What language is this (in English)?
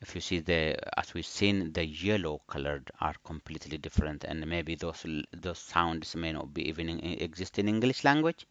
English